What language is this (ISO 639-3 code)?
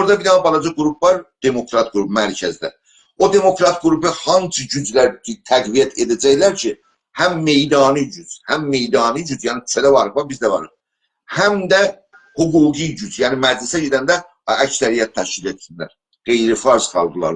azb